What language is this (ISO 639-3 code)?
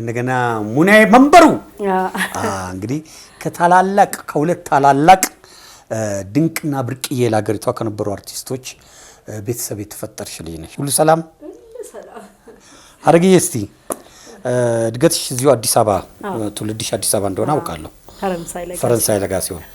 amh